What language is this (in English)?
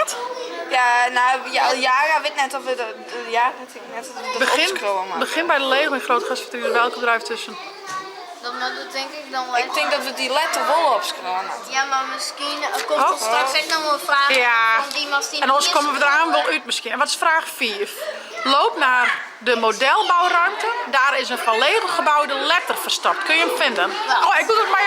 Western Frisian